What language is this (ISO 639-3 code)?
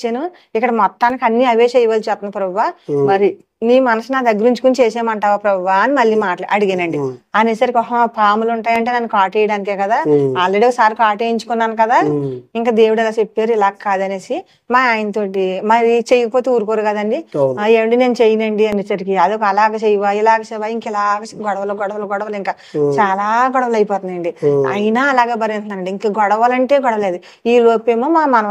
tel